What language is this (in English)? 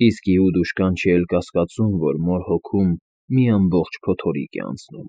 Armenian